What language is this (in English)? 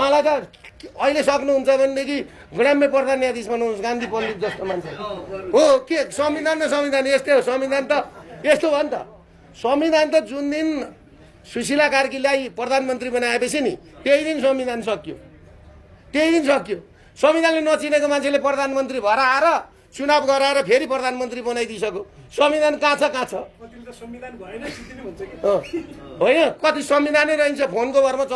Nepali